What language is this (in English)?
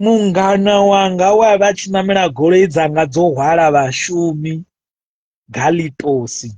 Venda